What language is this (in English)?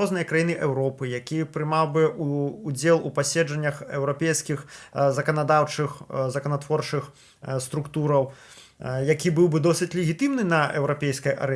Belarusian